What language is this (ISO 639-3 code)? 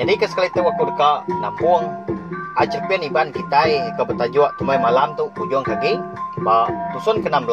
iba